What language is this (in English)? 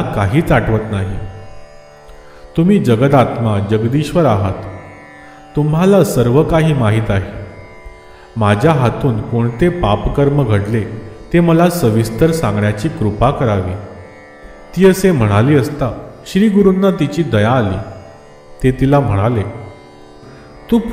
Marathi